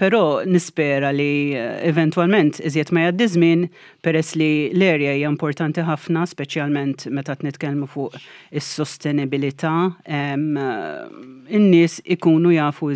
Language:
Maltese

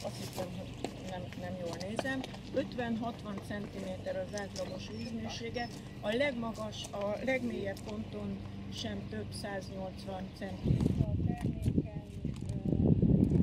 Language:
Hungarian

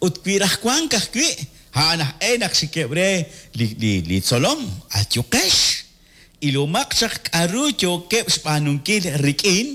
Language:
Kekchí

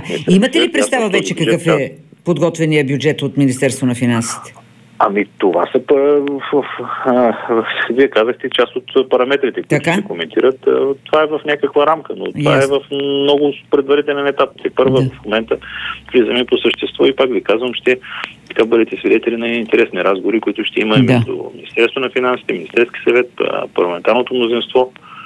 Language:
Bulgarian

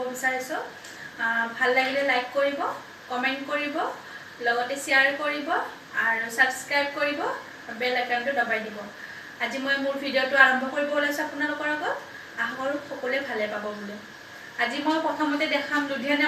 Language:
Assamese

